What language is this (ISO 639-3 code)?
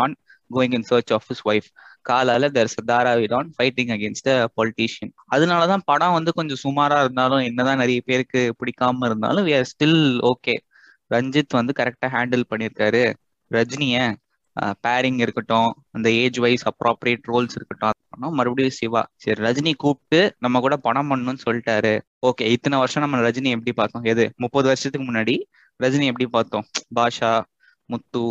tam